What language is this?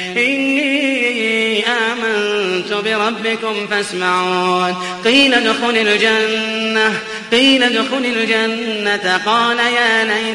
Arabic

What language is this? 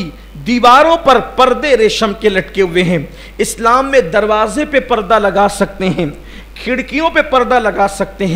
Hindi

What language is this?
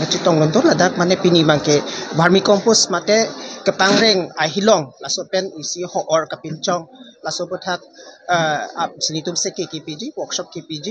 Karbi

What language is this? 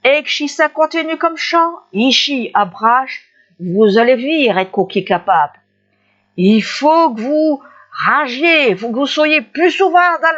Picard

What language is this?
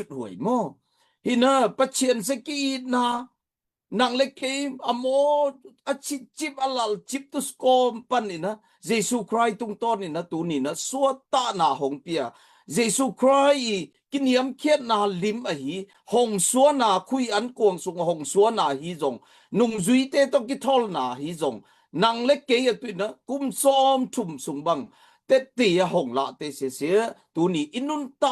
Tedim Chin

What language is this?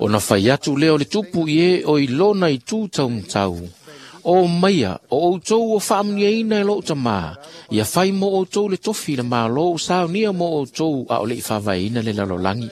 Samoan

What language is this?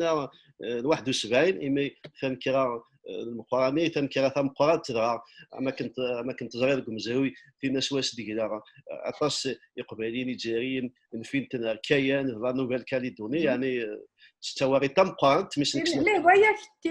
Kabyle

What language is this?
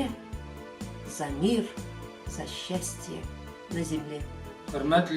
Bashkir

